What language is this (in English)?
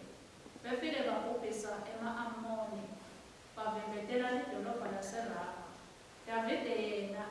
Swati